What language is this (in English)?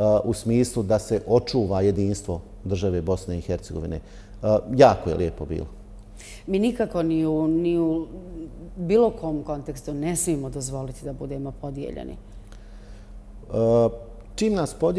Bosnian